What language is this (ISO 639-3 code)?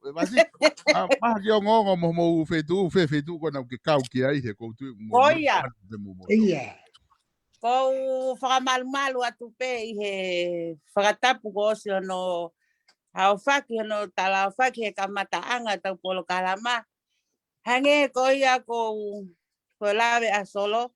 ton